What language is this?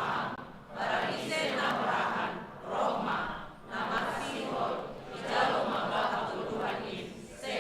Batak Simalungun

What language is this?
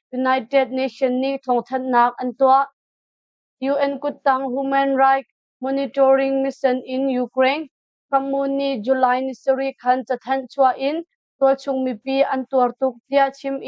Hakha Chin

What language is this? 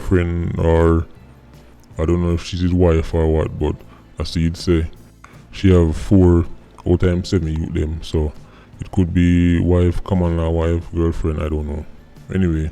Jamaican Creole English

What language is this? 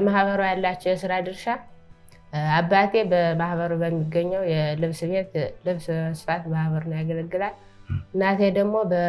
Amharic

